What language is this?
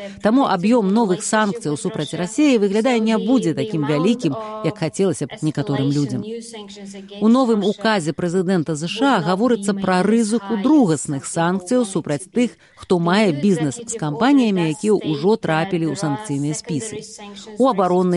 Belarusian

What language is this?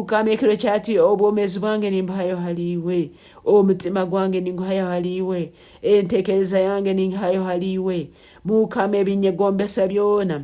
Nyankole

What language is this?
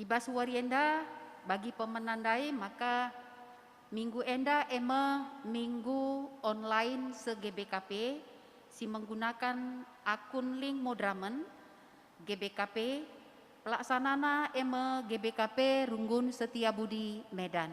Batak Karo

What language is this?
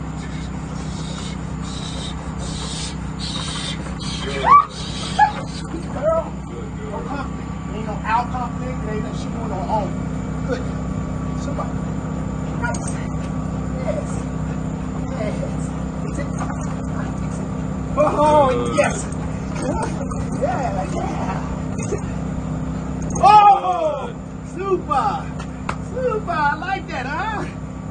English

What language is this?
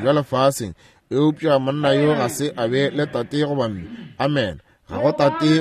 Northern Sotho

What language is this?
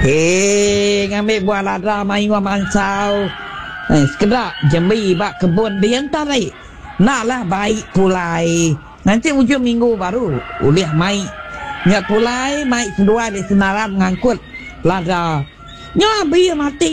Iban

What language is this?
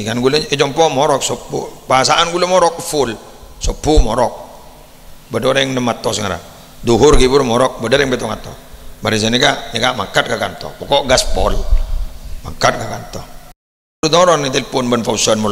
Madurese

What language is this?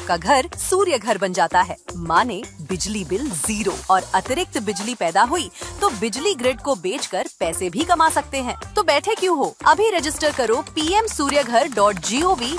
Hindi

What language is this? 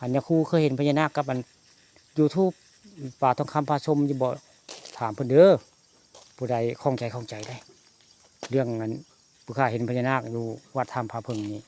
Northeastern Thai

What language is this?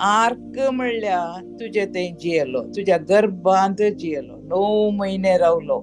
Konkani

